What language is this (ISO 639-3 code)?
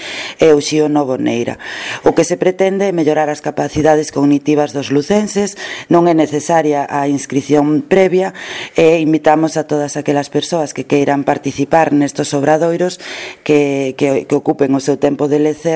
glg